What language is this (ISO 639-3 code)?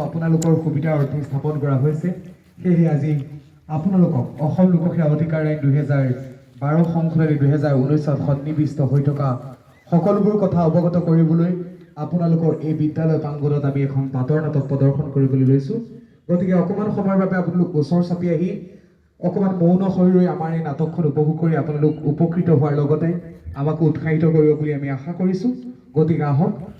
asm